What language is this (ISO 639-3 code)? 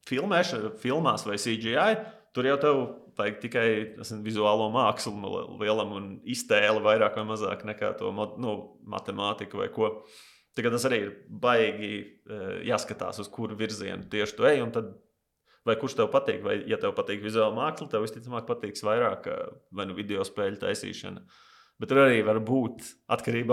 lav